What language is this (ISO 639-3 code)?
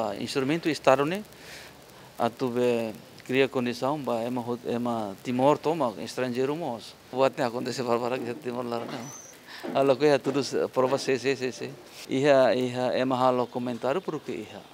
tet